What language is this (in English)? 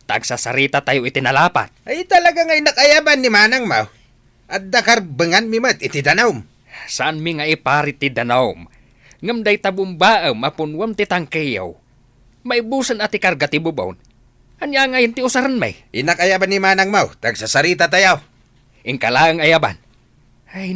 Iloko